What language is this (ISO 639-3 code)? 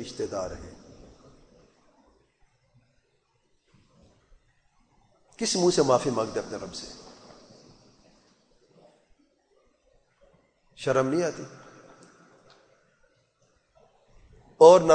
urd